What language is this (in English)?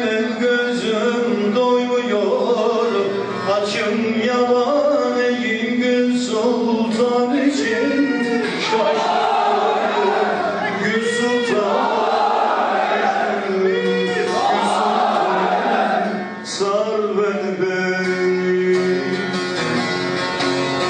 Turkish